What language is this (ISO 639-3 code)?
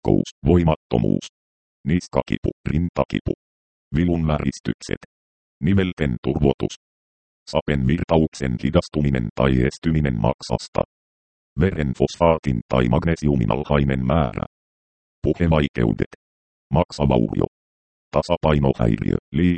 fin